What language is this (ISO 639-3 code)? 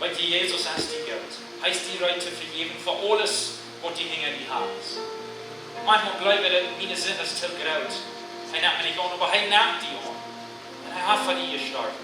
pdt